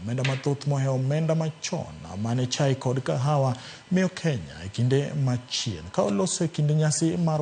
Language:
Luo (Kenya and Tanzania)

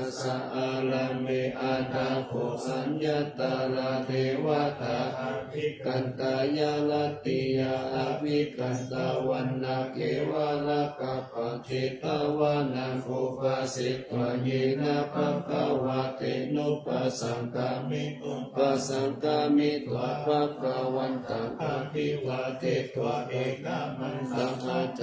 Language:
Pali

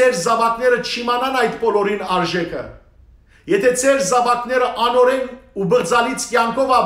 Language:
Western Armenian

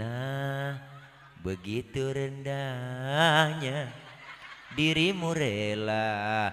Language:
Betawi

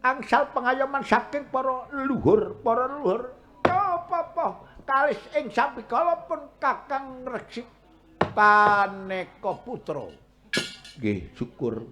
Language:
Javanese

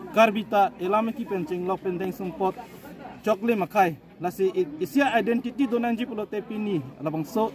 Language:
Karbi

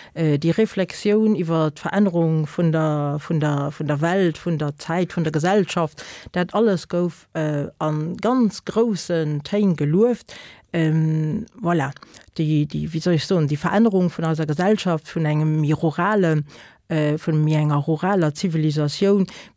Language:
Luxembourgish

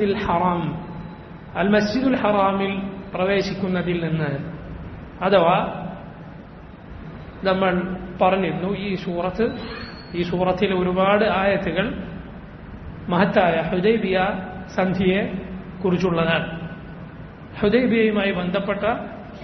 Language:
Malayalam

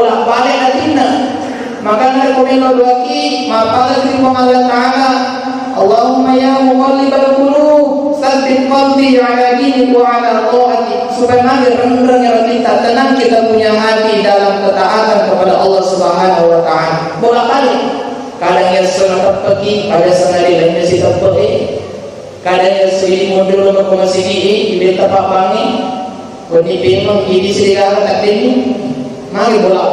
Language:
Buginese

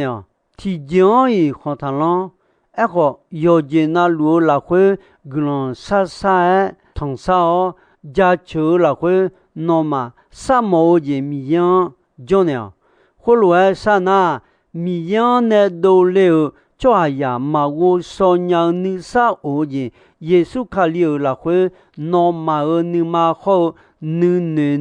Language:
Akha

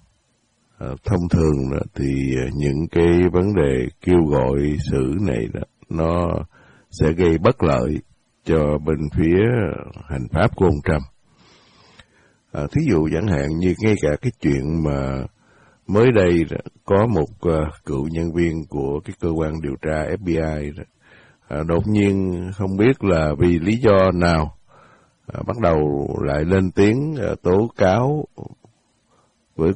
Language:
Vietnamese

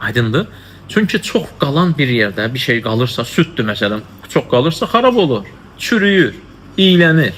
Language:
Azerbaijani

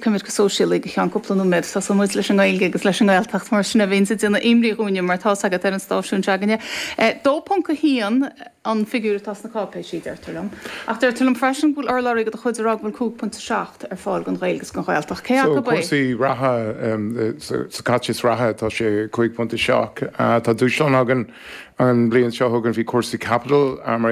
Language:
Irish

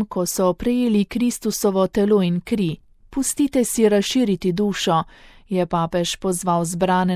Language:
Slovenian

